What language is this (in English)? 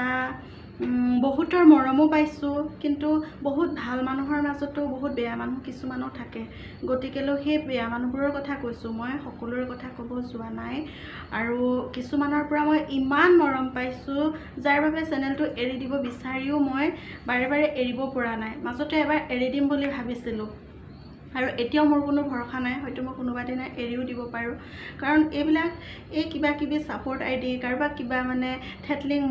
Assamese